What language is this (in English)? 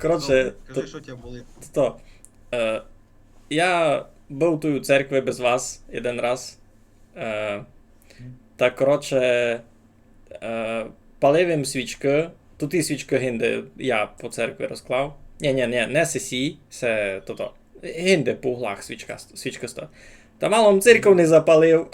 Rusyn